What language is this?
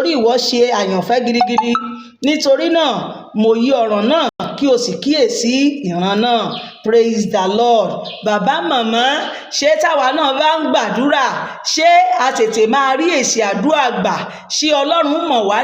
Yoruba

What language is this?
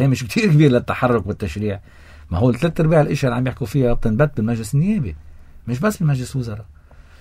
North Levantine Arabic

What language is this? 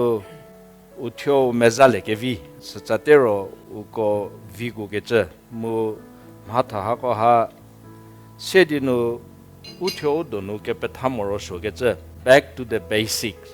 Angami Naga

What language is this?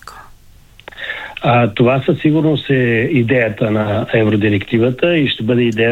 Bulgarian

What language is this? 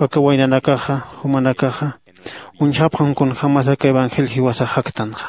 Aymara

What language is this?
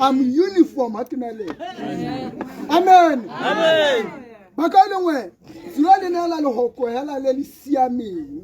Tswana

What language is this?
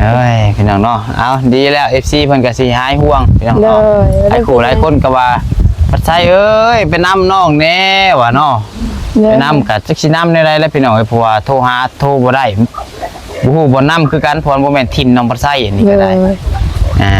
Lao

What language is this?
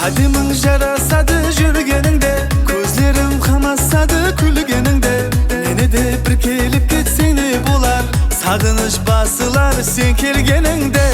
Kara-Kalpak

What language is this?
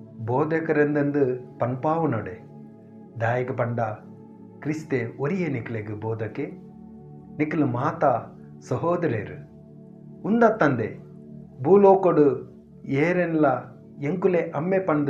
Tulu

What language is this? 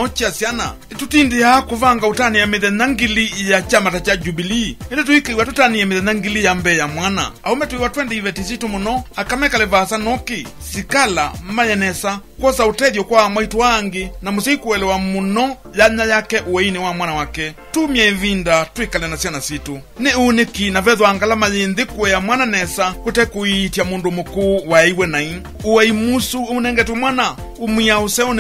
Kamba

